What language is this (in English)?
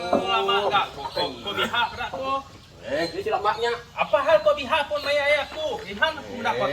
Iban